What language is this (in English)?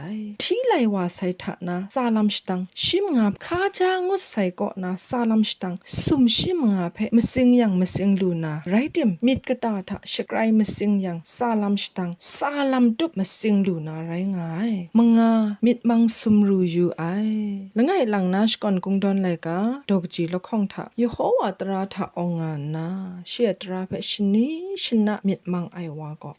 Kachin